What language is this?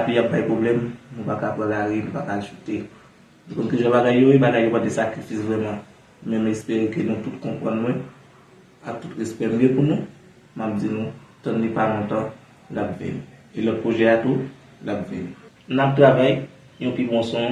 Haitian Creole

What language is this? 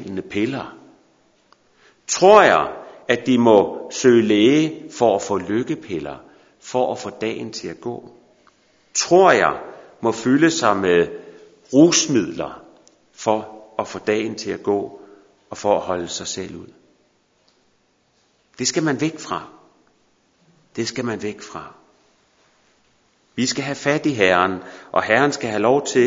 Danish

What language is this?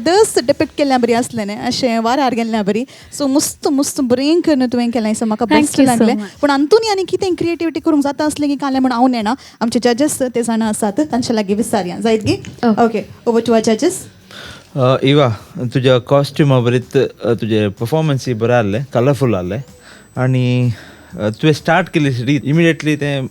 Konkani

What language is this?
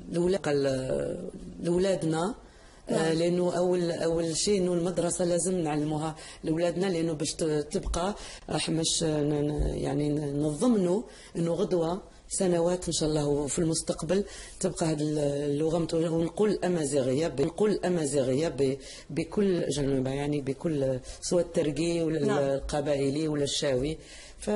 Algerian Arabic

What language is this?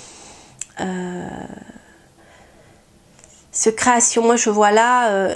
French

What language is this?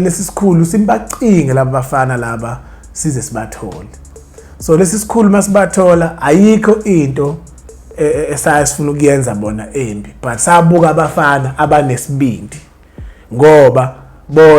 Zulu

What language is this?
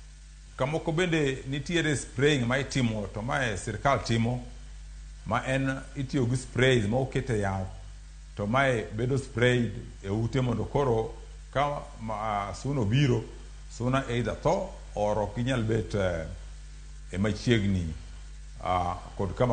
Luo (Kenya and Tanzania)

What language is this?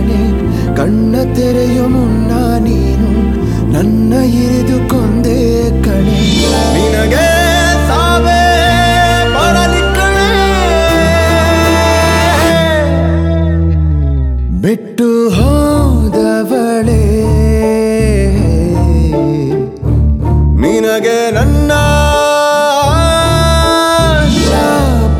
Kannada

